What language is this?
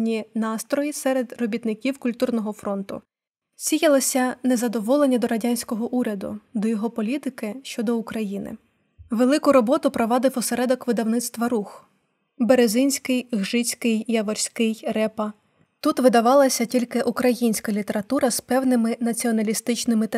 Ukrainian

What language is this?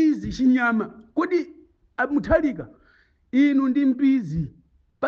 Nyanja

